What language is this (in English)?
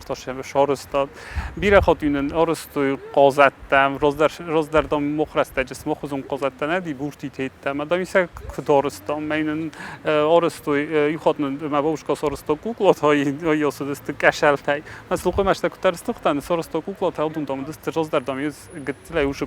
Ossetic